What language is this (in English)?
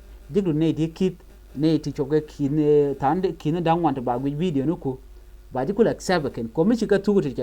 Nuer